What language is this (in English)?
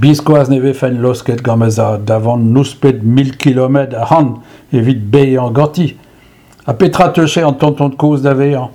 Breton